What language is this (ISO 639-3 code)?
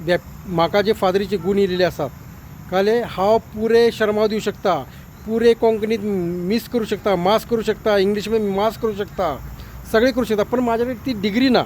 kok